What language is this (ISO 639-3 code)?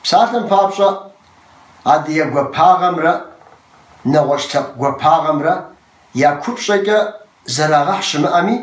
kbd